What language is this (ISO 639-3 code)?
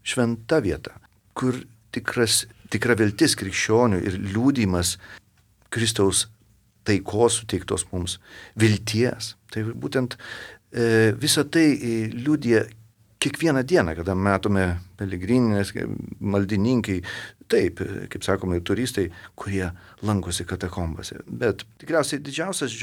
lit